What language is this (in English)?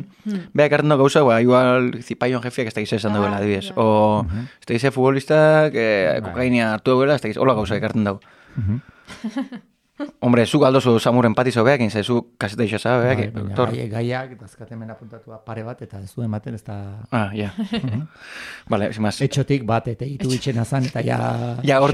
Basque